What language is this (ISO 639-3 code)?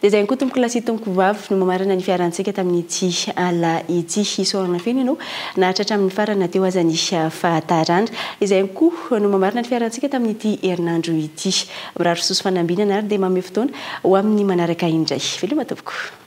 mlg